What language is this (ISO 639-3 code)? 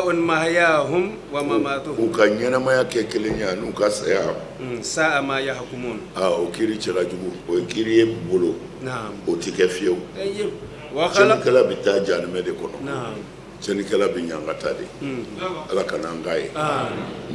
bam